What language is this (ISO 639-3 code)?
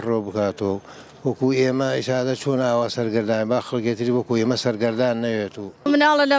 ckb